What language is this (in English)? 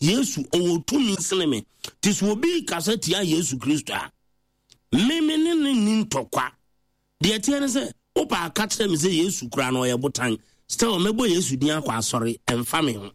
Akan